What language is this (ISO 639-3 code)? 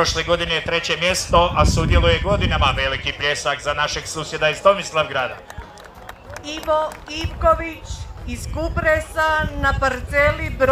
hrv